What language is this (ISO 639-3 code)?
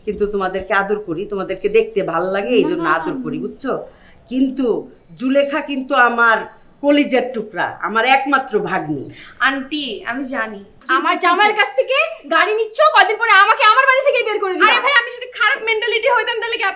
ben